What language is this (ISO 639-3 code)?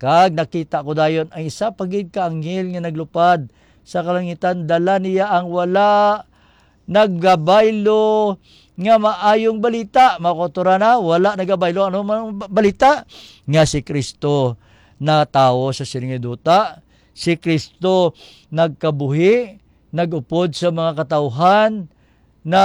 hil